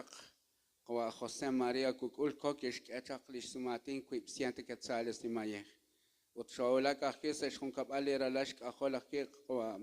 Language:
Kekchí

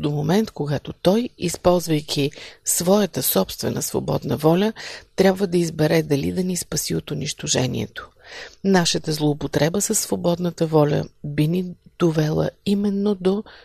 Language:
Bulgarian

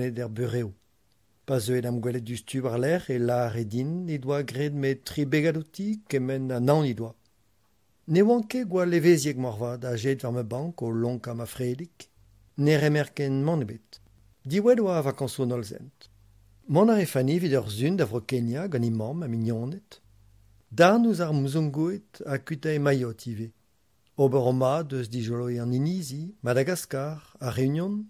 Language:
Breton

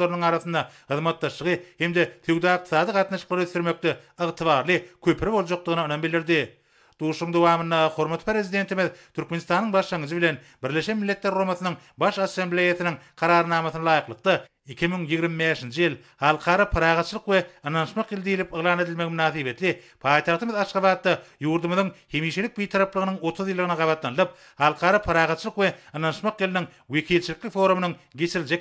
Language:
Turkmen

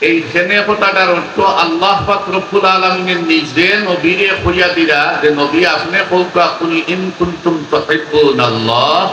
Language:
Sylheti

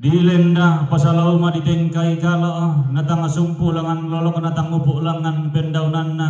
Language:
Toraja-Sa'dan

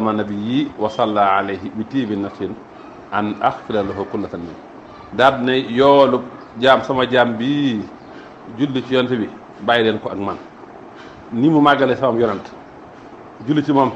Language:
Wolof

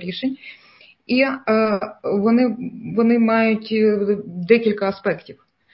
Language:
Ukrainian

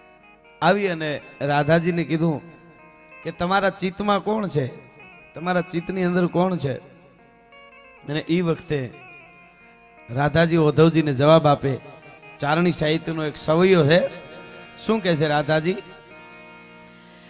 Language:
Gujarati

